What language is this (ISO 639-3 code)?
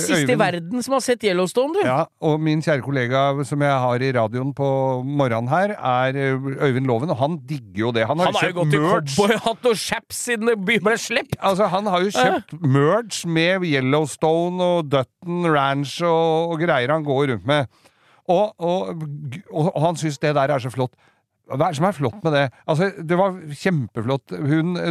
nor